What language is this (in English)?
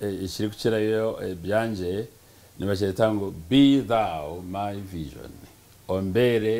Nyankole